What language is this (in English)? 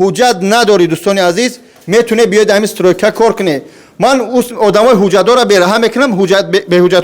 Tajik